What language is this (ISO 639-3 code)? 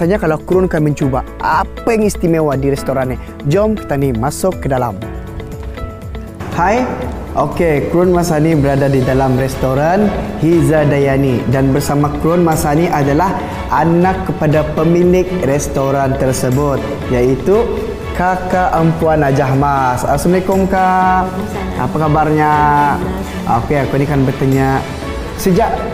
msa